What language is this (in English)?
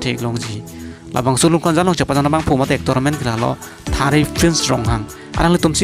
Karbi